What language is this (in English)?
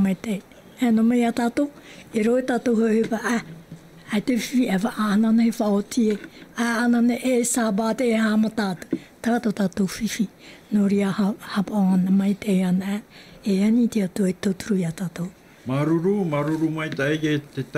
Tahitian